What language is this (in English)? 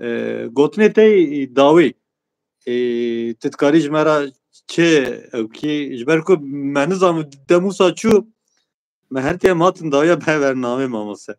Kurdish